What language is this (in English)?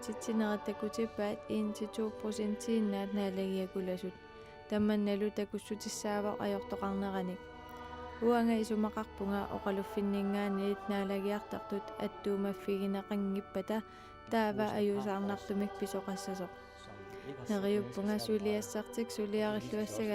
Kalaallisut